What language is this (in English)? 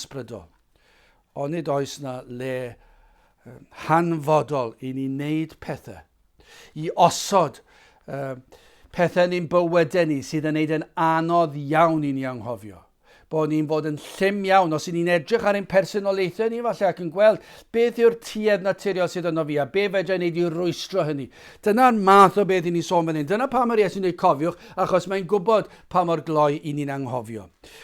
Welsh